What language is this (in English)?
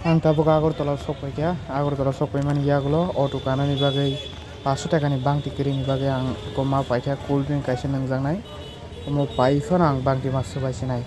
Kok Borok